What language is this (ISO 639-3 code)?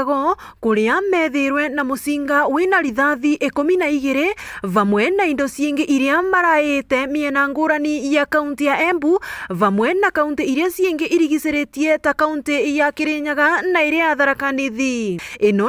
mer